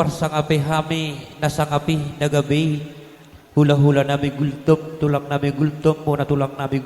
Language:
Batak Toba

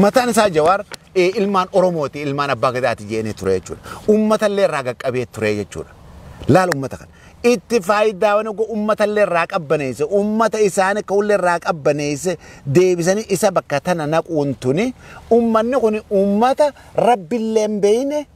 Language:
Oromo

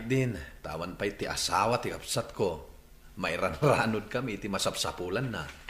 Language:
Iloko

